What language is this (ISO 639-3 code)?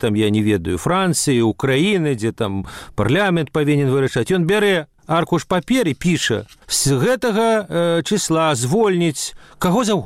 bel